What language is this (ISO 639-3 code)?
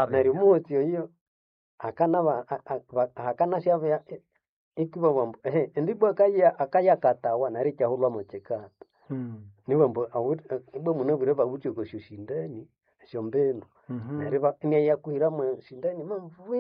nnb